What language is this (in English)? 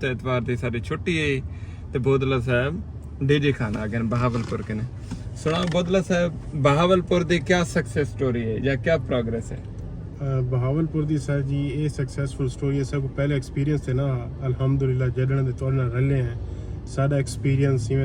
Saraiki